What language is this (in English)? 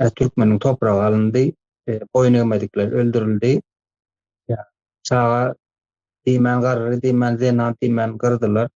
Turkmen